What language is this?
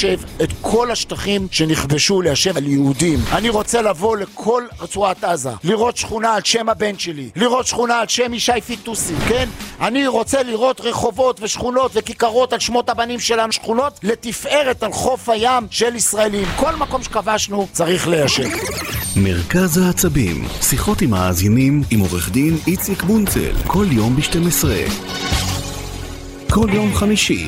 Hebrew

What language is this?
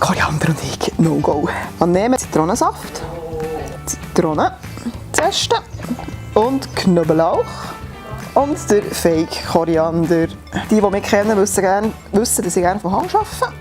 Swiss German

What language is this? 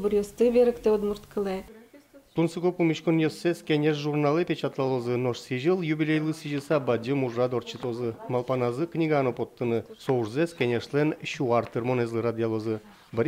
Udmurt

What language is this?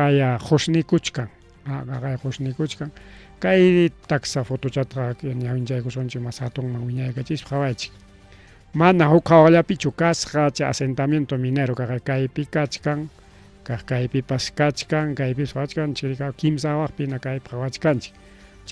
Ayacucho Quechua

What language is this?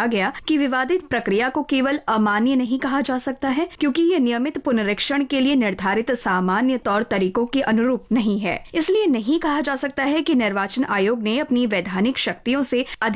Hindi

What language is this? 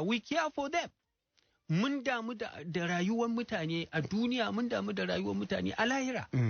Hausa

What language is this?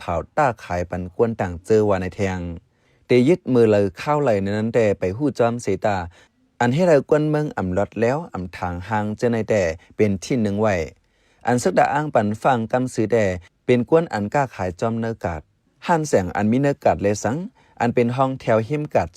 Shan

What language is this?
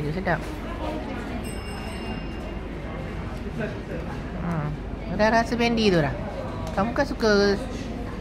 Malay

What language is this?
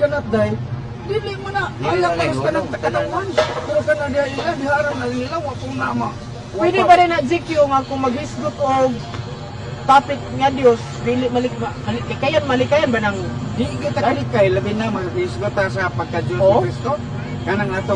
Cebuano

